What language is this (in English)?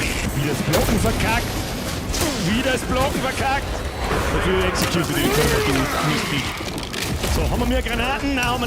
Bavarian